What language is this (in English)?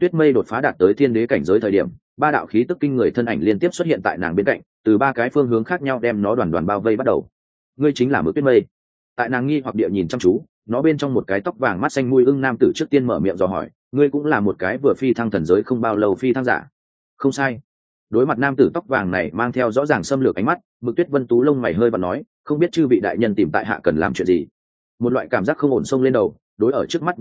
Vietnamese